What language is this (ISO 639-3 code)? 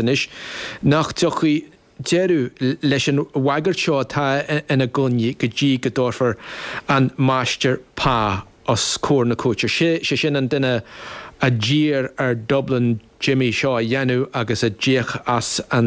gle